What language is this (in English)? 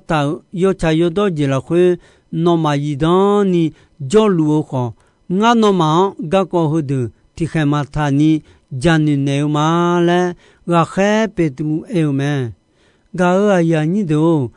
Akha